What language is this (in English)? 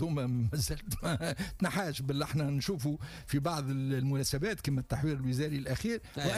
Tunisian Arabic